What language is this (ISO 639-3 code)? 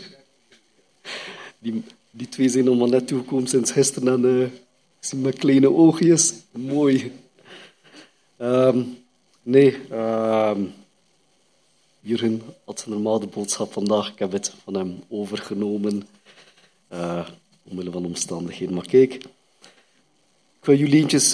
nld